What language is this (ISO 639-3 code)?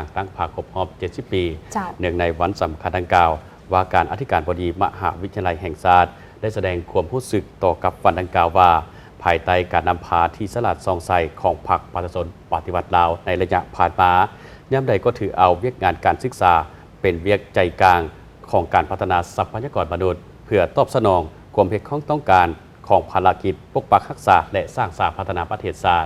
lao